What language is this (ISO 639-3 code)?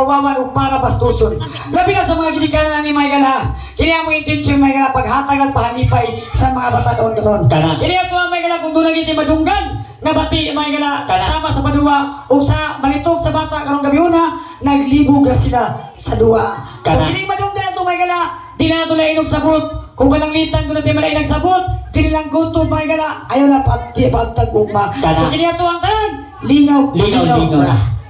ceb